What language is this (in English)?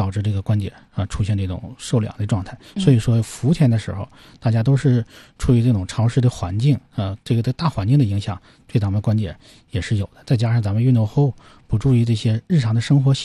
Chinese